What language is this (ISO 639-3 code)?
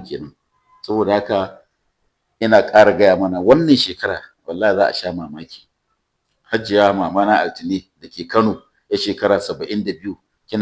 hau